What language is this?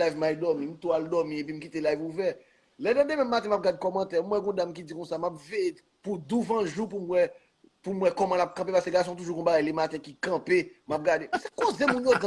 Haitian Creole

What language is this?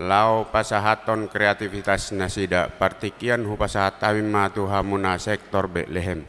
Batak Toba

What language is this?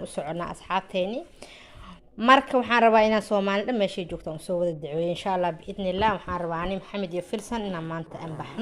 Somali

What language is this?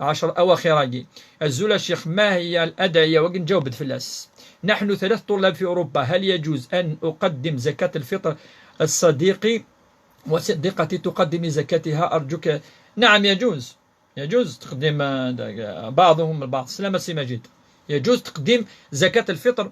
Kabyle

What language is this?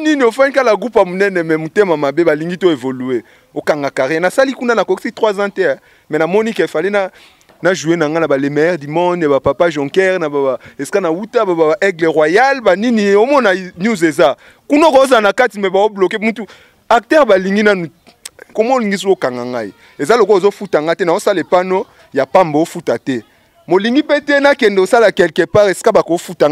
Lingala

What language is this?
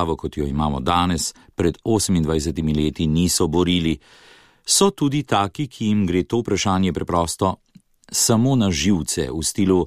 Slovenian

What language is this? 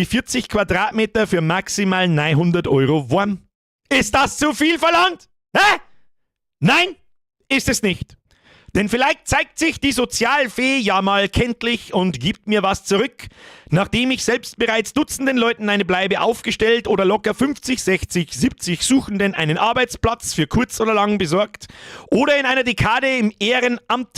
Bavarian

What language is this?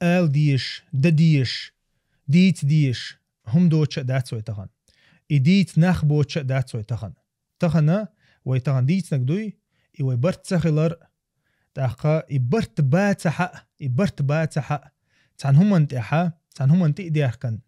Chechen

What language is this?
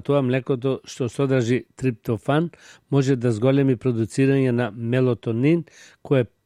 Macedonian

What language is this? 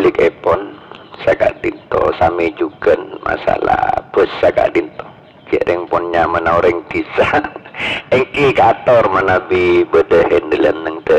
Madurese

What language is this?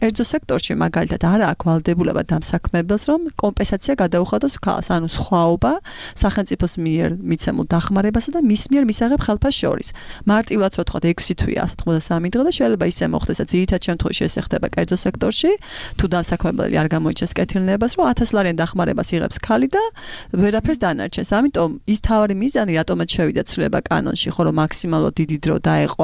Georgian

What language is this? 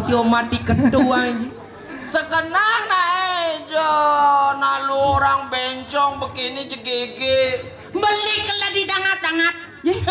Balinese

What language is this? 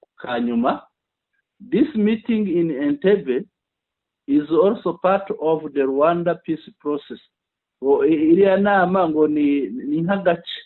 Kinyarwanda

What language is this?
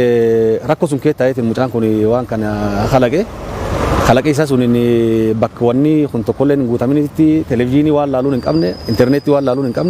Oromo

